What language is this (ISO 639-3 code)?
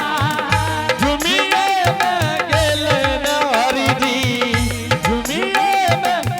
anp